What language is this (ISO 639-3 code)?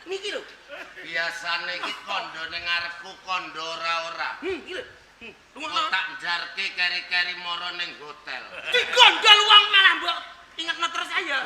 jav